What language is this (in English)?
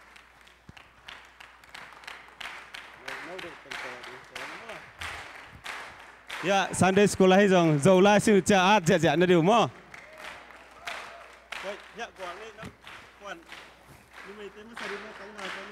Thai